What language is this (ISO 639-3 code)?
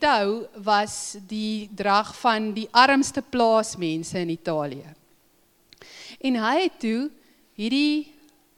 afr